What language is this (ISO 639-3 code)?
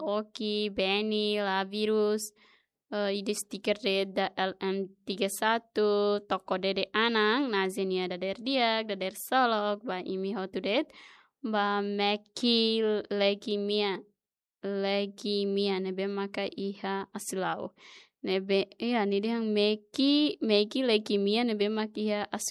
tet